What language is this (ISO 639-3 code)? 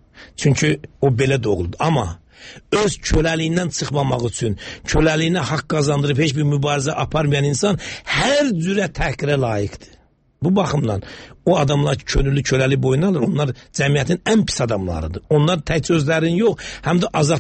aze